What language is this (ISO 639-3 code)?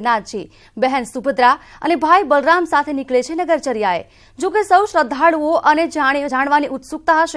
guj